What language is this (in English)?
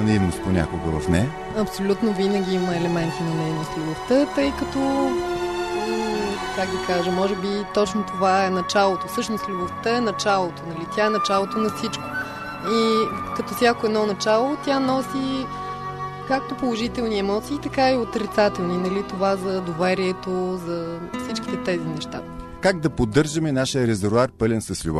Bulgarian